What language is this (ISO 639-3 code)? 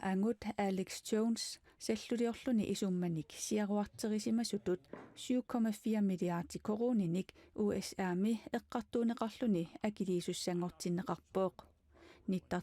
kal